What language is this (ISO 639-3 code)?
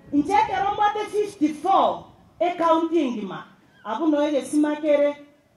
guz